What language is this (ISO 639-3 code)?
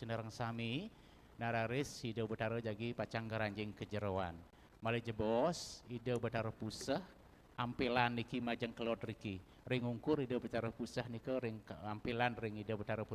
ban